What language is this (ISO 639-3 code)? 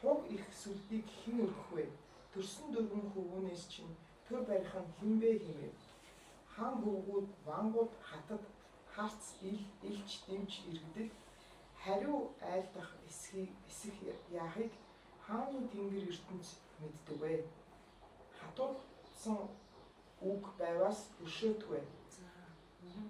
mon